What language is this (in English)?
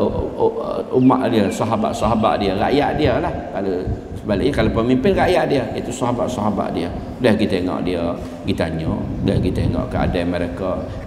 Malay